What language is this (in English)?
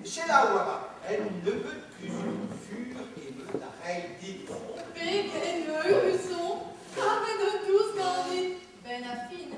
Breton